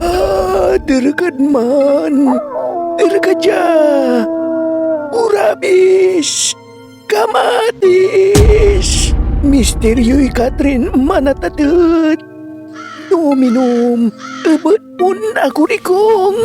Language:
Pangasinan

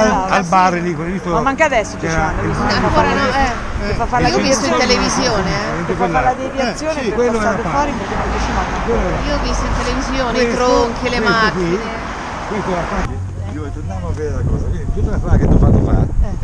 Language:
Italian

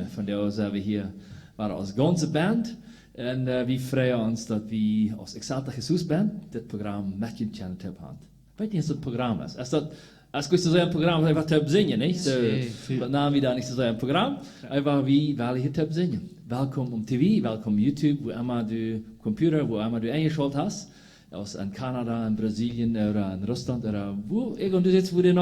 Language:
Plautdietsch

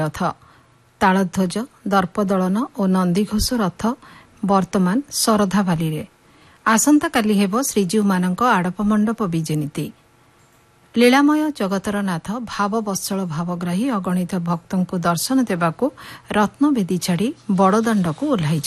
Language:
Odia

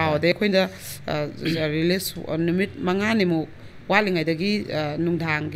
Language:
Manipuri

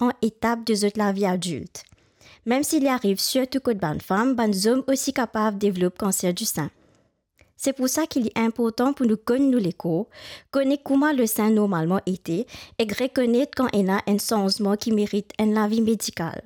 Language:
Morisyen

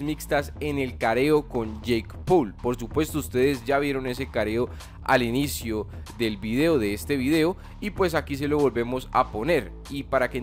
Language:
Spanish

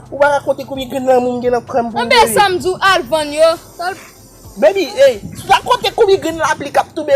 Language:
Haitian Creole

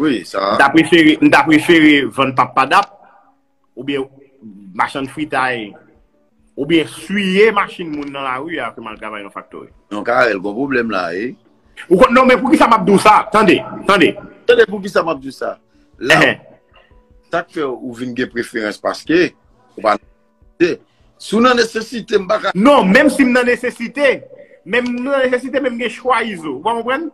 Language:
Haitian Creole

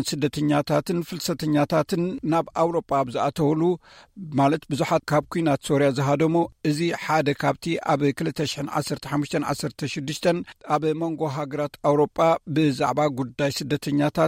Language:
Tigrinya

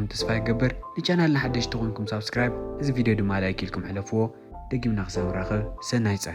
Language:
Tigrinya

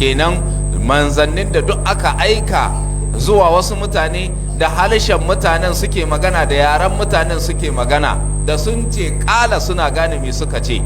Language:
Hausa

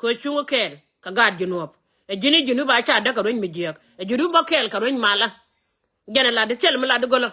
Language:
Nuer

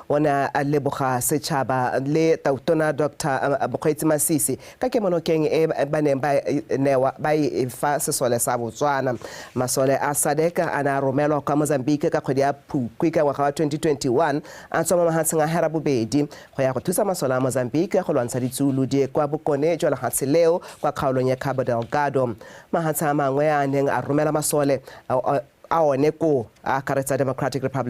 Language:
Tswana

